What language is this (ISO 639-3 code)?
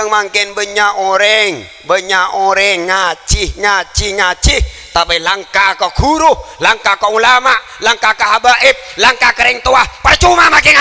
mad